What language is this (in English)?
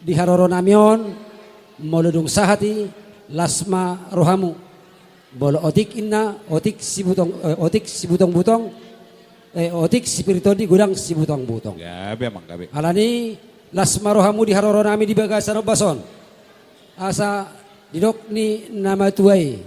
Batak Toba